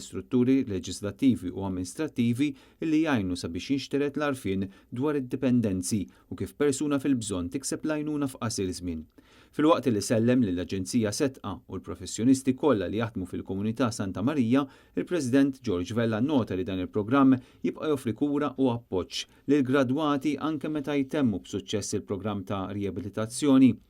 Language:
Maltese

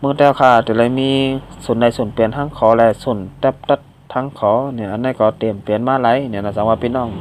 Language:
Shan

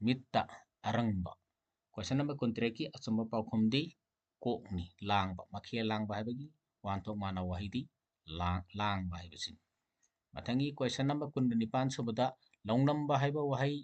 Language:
Manipuri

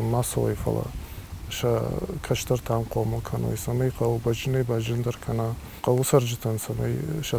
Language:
Ossetic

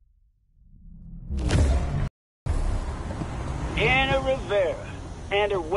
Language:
English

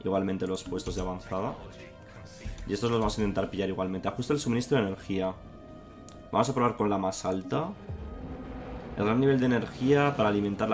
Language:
Spanish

